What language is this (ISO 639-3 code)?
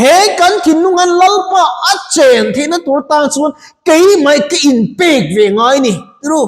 lus